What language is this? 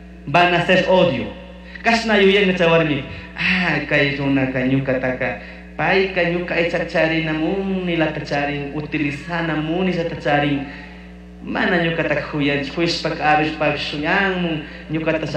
Chimborazo Highland Quichua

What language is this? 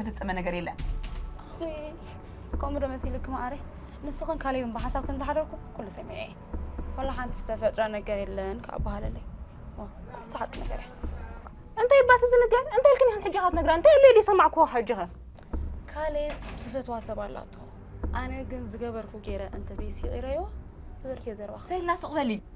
Tigrinya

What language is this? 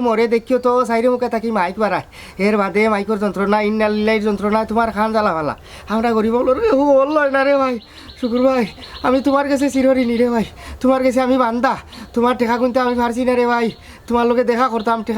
Sylheti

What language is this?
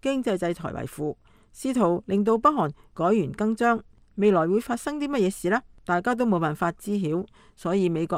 Cantonese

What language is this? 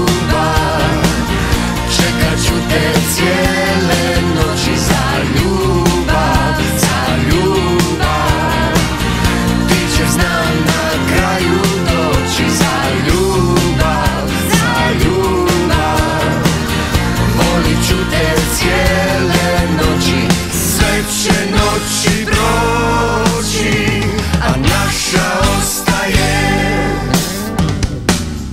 Croatian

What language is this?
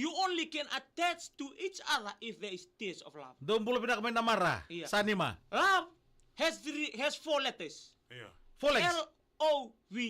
Fijian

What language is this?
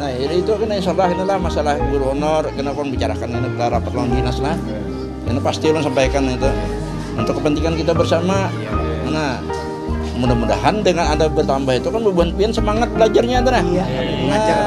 Banjar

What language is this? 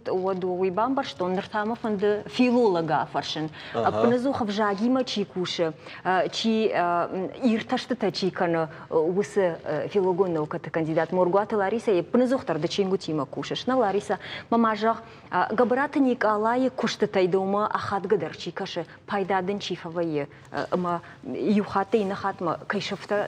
Ossetic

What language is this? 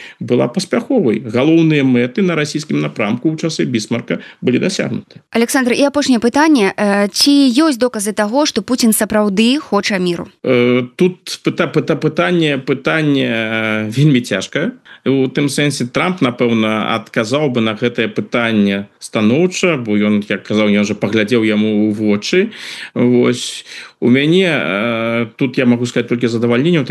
Belarusian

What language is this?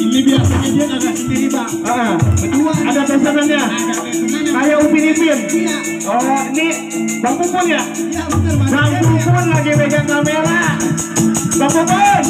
Betawi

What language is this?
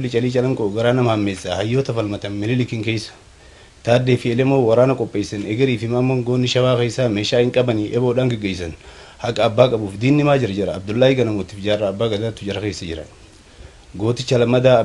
Oromo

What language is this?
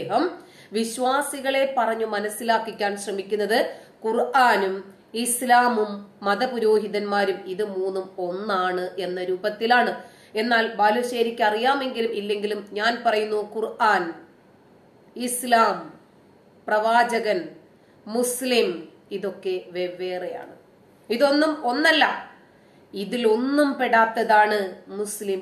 Malayalam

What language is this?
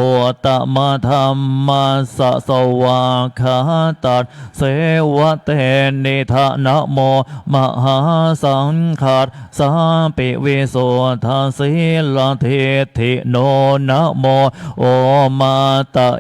Pali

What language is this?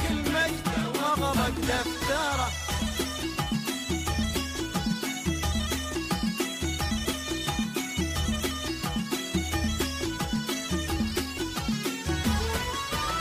Gulf Arabic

